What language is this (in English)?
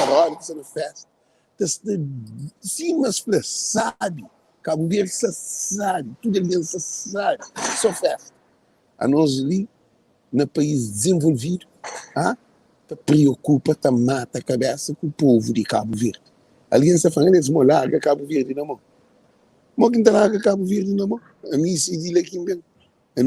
Kabuverdianu